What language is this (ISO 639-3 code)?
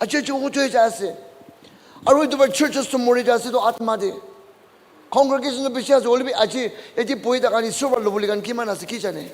nag